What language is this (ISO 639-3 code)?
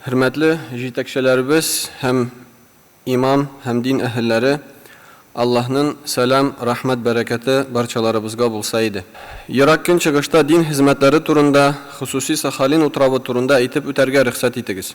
tat